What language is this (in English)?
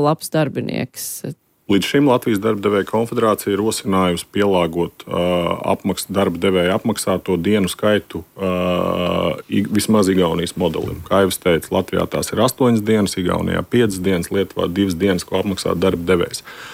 Latvian